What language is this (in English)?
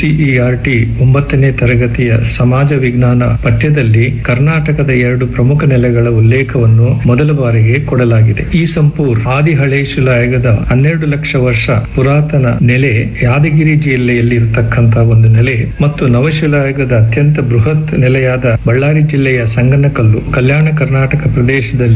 Kannada